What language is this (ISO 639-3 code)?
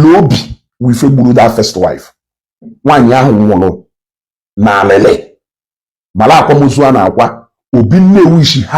ibo